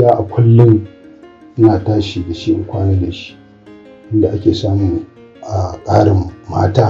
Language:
Hausa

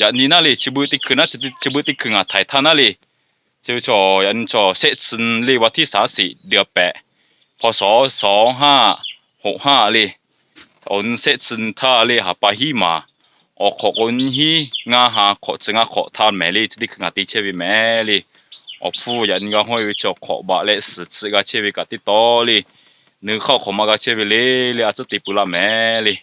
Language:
Lahu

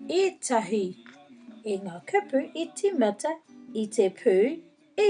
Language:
Māori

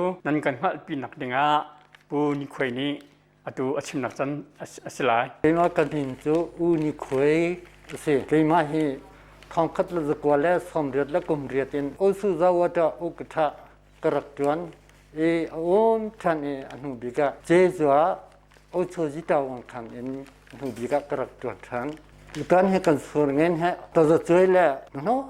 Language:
Hakha Chin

